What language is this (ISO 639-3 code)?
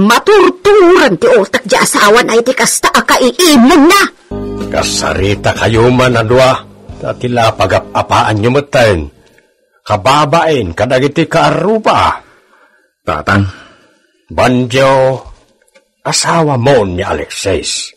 ilo